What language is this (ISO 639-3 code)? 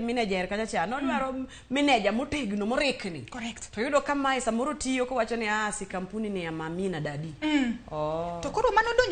luo